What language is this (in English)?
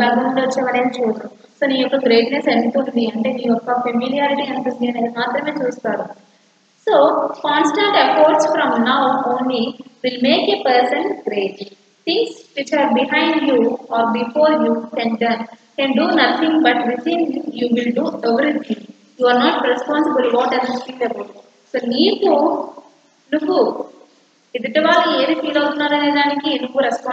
Telugu